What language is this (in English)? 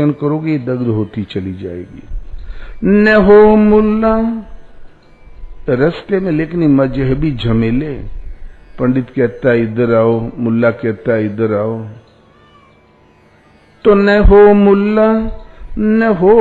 Hindi